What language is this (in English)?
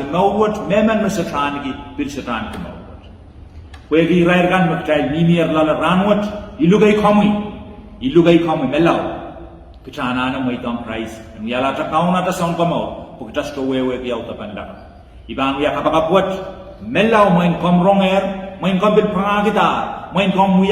Pohnpeian